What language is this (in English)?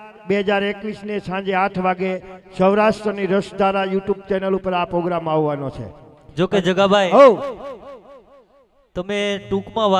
Gujarati